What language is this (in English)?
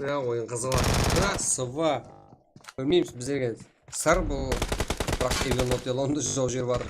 Kara-Kalpak